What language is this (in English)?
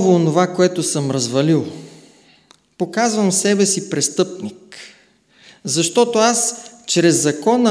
Bulgarian